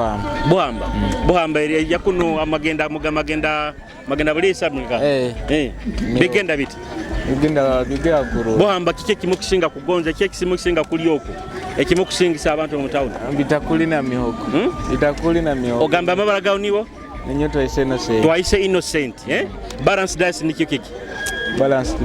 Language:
Nyoro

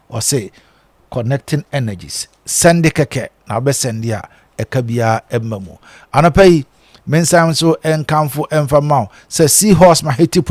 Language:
Akan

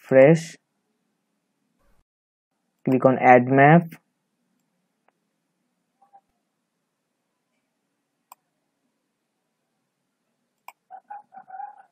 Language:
Bangla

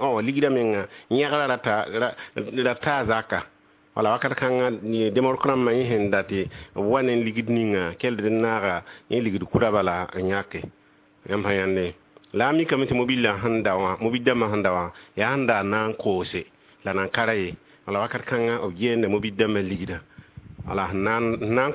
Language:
Mossi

